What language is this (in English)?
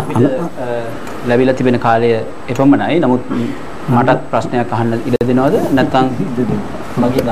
Sinhala